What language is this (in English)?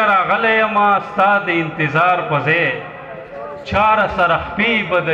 Pashto